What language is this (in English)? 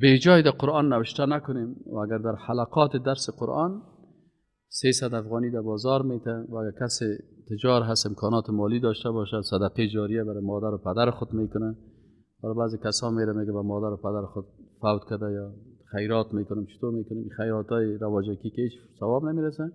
Persian